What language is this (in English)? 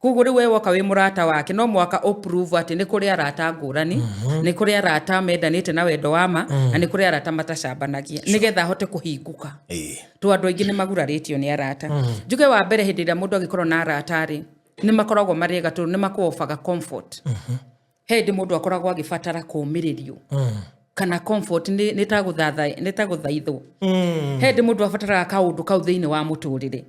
Kikuyu